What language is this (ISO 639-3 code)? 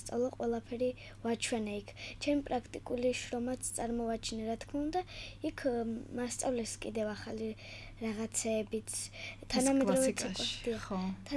kat